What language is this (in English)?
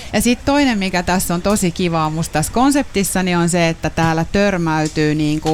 Finnish